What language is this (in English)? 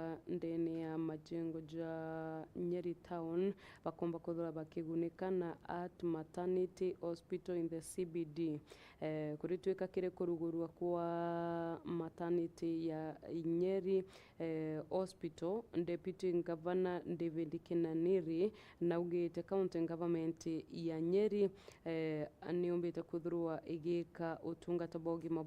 Meru